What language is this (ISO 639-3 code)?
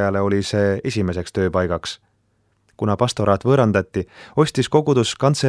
est